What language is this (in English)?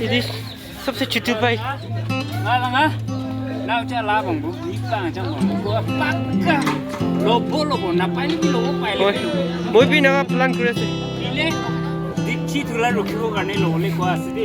Naga Pidgin